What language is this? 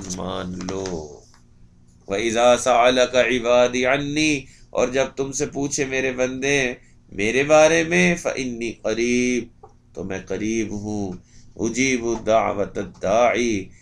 Urdu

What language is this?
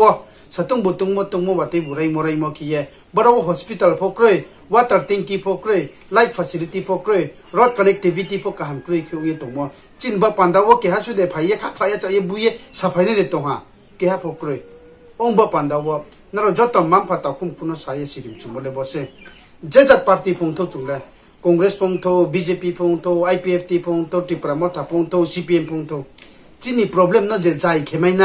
Riang (India)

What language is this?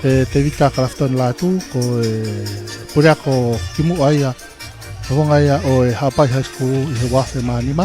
Tongan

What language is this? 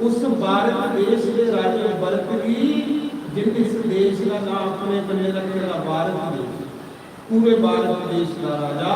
Dogri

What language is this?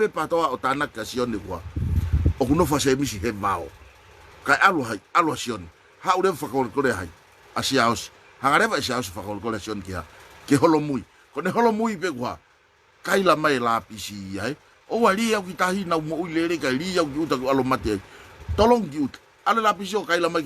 Tongan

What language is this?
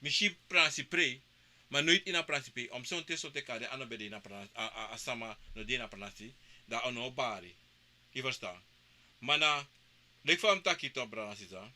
Sranan Tongo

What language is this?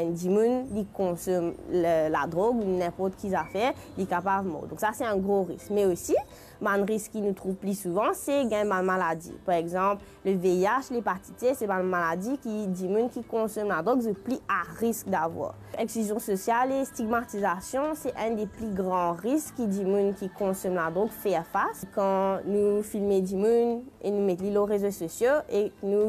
Morisyen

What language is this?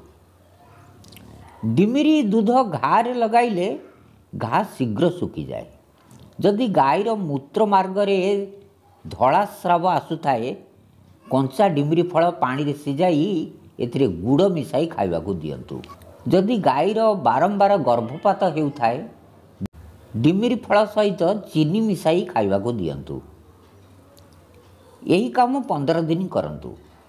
Odia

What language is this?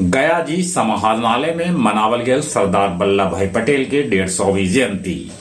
Magahi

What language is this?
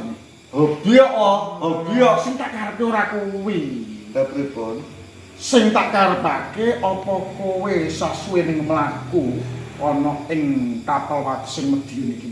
Javanese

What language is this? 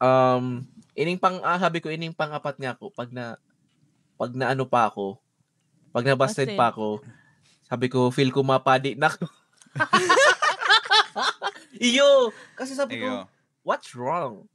Bikol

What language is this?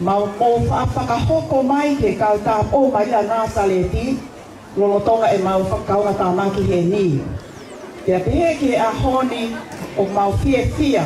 Tongan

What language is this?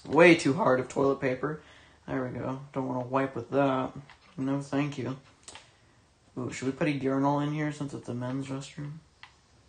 English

